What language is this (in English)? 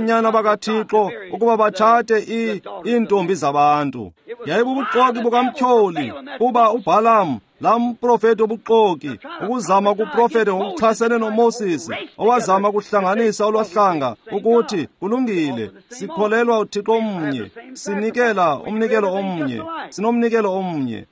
Xhosa